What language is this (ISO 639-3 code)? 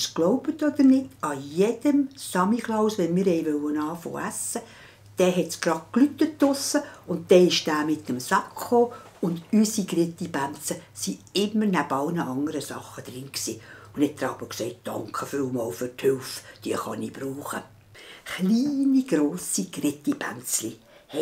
gsw